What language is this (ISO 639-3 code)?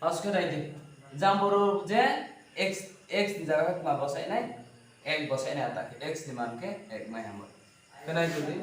ria